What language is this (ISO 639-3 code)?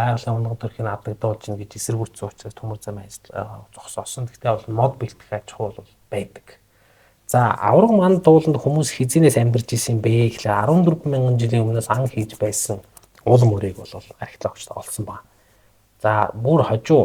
mon